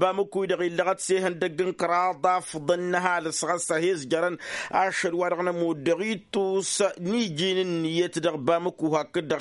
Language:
Tamasheq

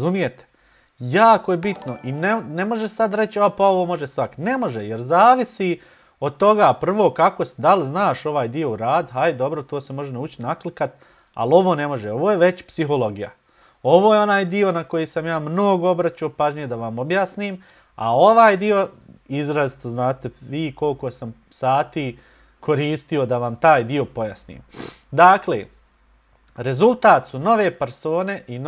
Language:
Bosnian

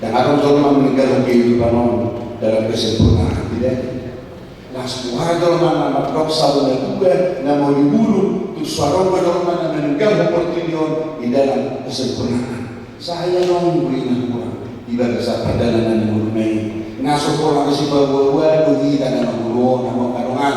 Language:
Batak Toba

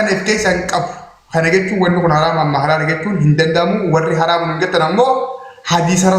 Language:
Oromo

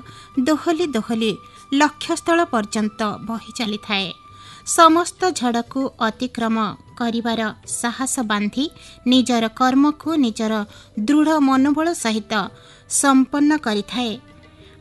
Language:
Odia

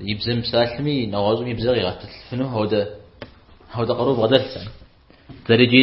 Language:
Kabardian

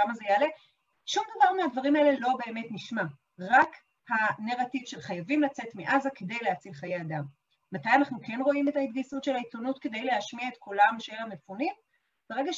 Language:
Hebrew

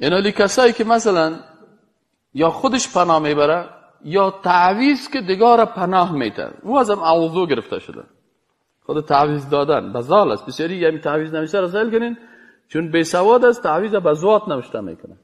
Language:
Persian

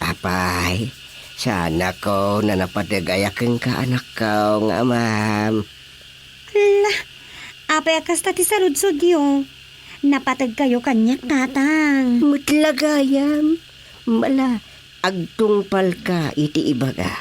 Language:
Iloko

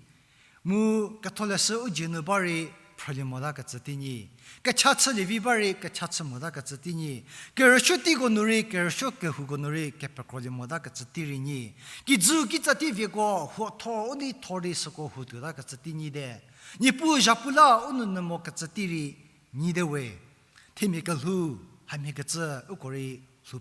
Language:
Angami Naga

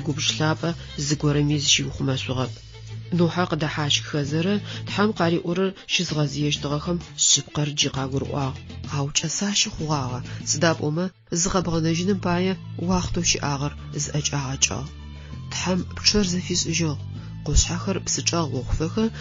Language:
Adyghe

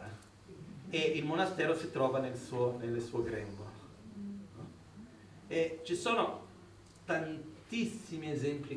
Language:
Italian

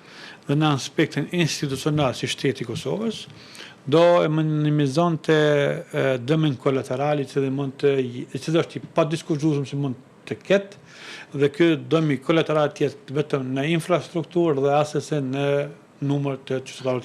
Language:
Albanian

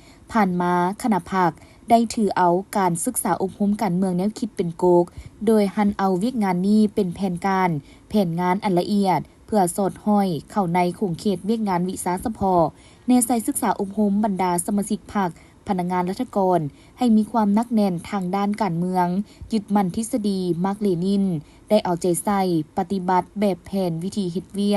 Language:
Lao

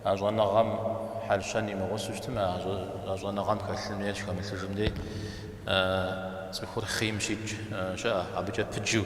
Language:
Kabardian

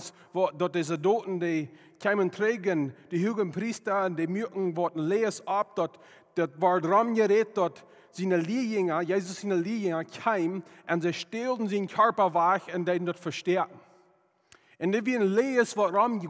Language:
Plautdietsch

